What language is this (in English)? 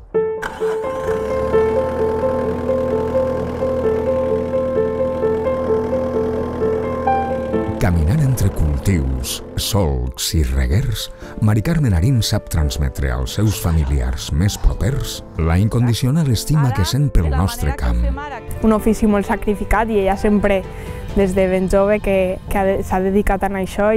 Catalan